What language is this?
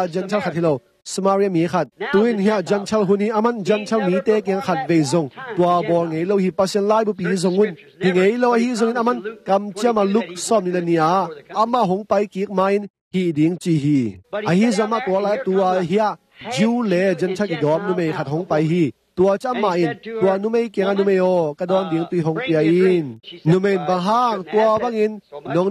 Tedim Chin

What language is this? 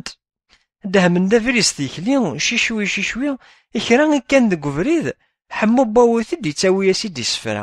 Kabyle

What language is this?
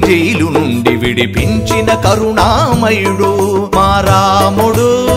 Telugu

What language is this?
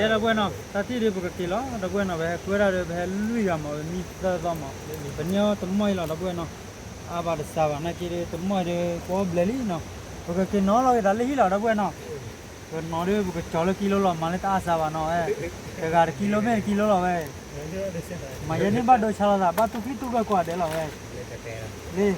S'gaw Karen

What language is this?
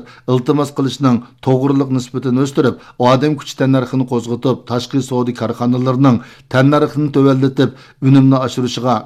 Uyghur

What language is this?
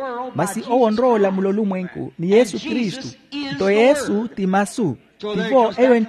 Makhuwa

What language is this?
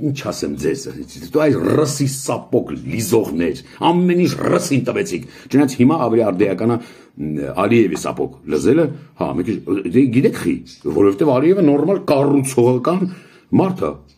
Armenian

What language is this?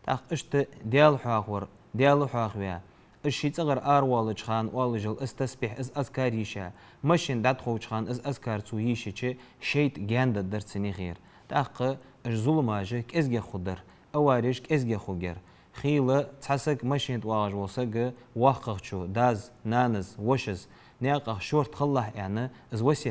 Ingush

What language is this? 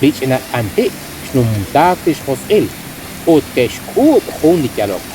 Kekchí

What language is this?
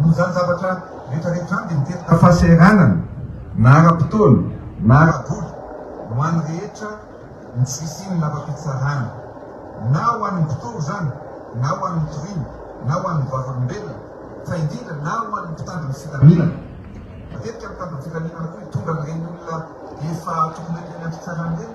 Malagasy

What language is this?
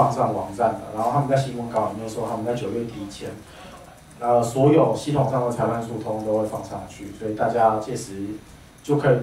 Chinese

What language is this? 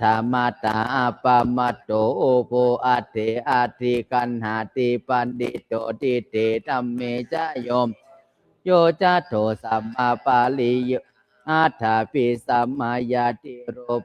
Pali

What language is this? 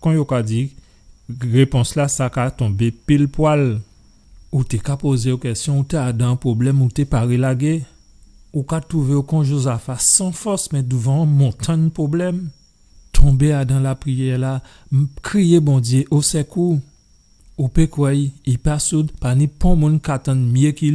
Guadeloupean Creole French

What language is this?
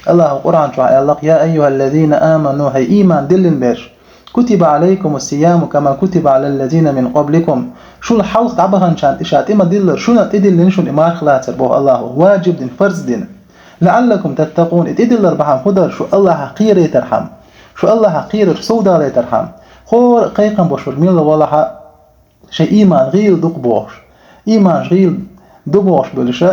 Chechen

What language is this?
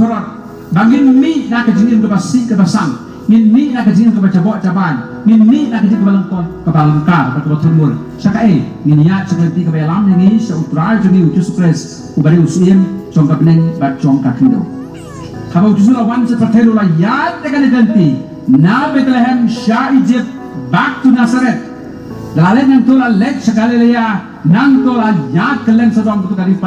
Khasi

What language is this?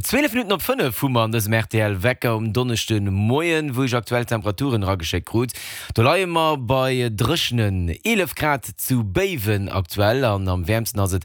Luxembourgish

